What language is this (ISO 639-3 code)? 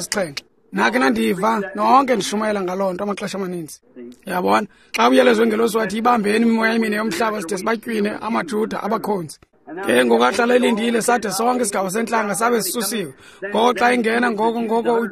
xho